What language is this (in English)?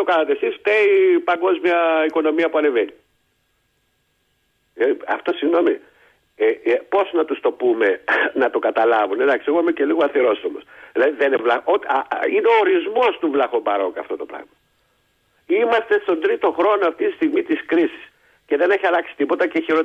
Greek